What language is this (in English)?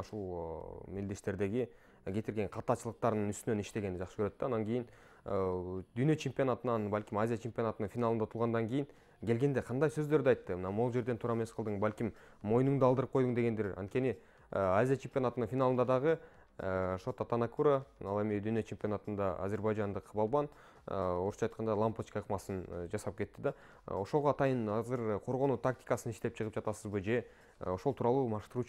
Kyrgyz